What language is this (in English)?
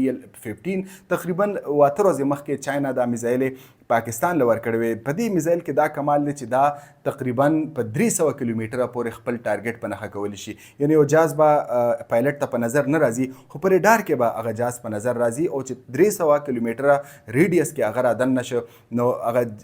Pashto